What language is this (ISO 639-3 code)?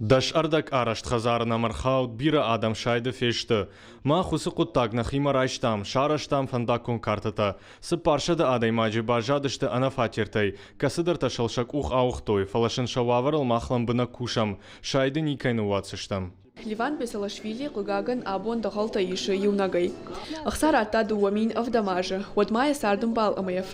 oss